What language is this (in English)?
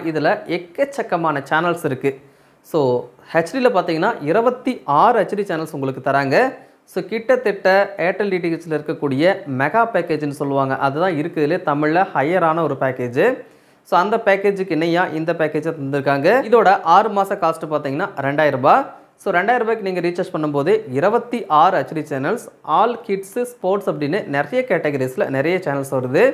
Tamil